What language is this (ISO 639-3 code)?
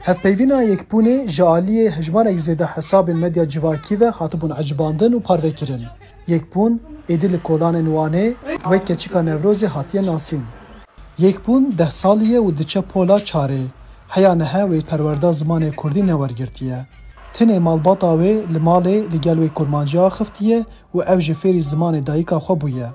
kur